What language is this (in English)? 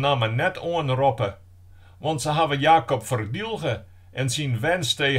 Western Frisian